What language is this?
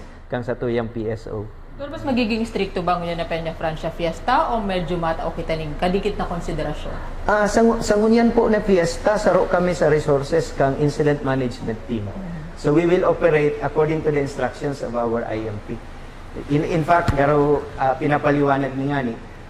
Bikol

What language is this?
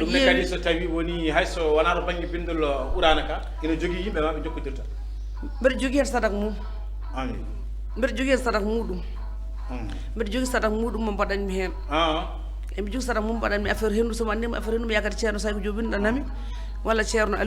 Fula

